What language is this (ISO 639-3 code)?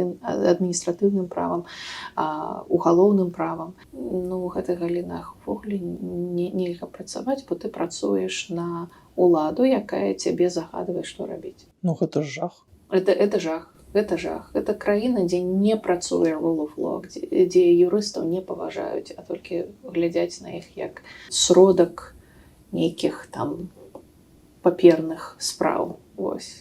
bel